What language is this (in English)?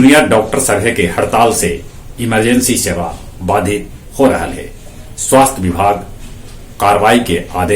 Magahi